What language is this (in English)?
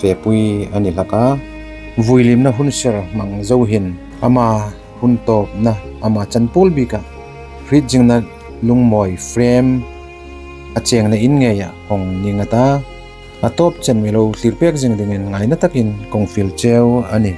Hmar